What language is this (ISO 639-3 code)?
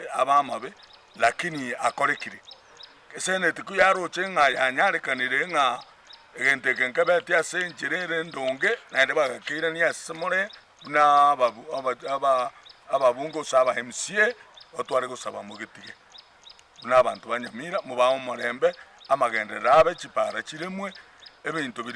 guz